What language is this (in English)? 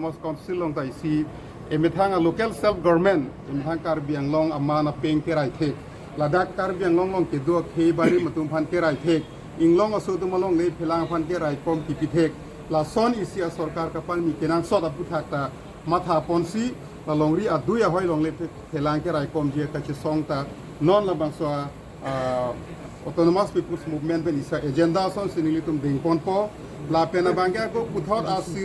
Karbi